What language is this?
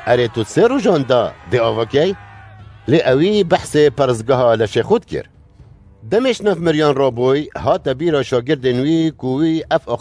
Kurdish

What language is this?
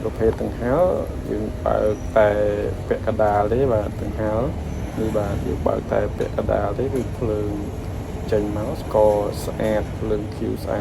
Khmer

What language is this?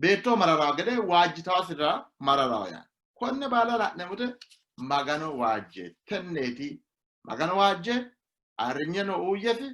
Sidamo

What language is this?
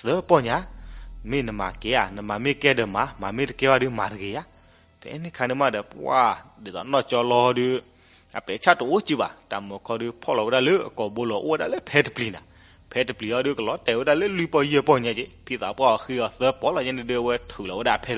S'gaw Karen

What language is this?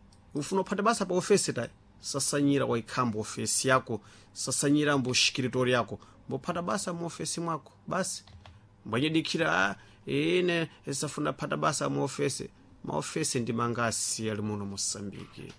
Sena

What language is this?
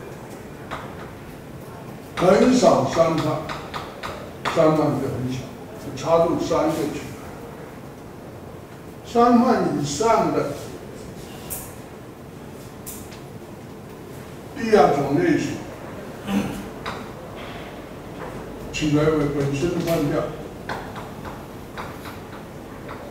Chinese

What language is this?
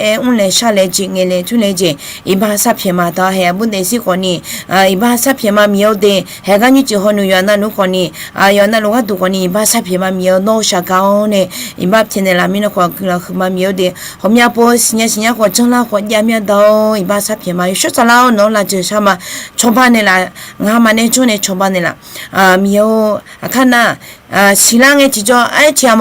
Akha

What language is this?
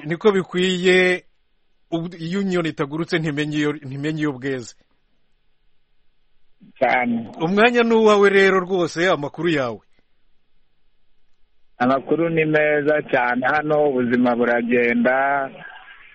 Kinyarwanda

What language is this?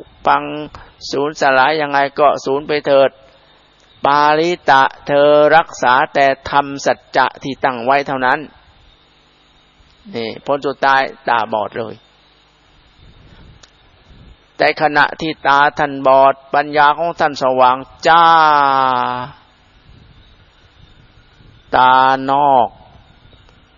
Thai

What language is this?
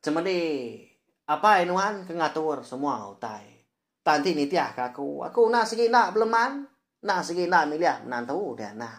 Iban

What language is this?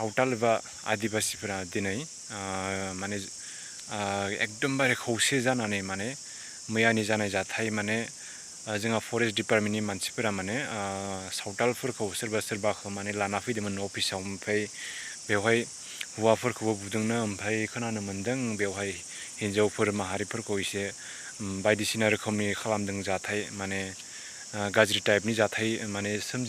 Bodo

